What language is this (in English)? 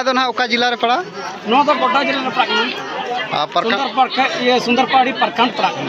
Santali